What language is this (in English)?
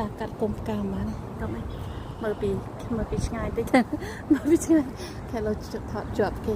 Khmer